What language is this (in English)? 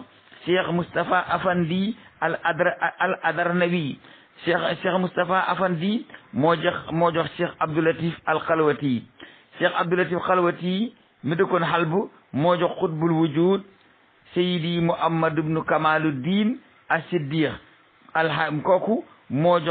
Wolof